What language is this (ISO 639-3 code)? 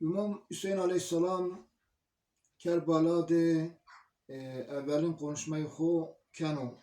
zza